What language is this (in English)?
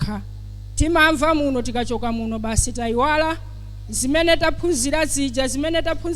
Nyanja